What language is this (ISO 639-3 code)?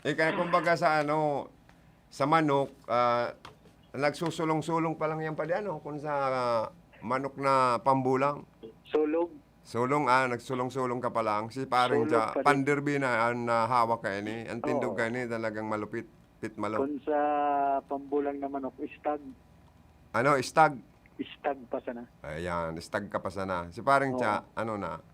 bik